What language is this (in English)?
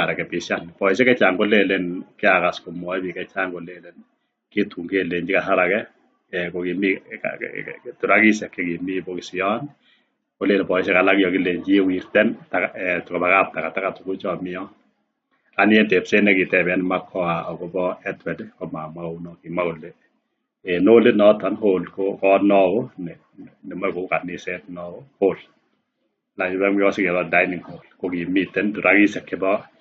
Kalenjin